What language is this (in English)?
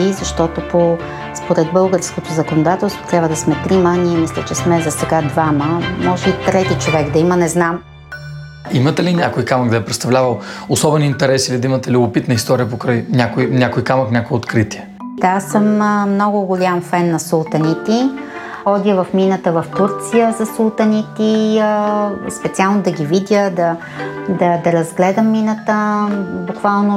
Bulgarian